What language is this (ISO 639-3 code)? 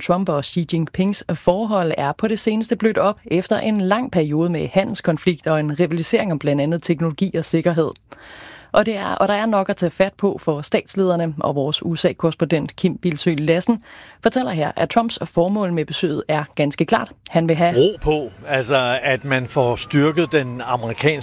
dan